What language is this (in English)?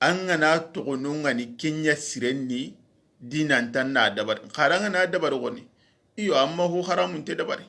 Soninke